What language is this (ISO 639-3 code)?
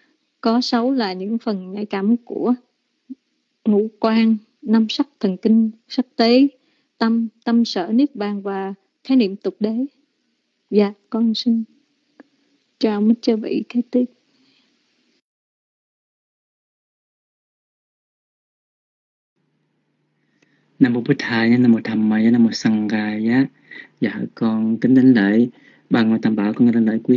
vie